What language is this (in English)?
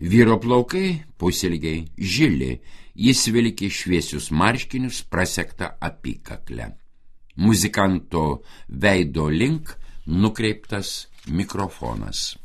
Lithuanian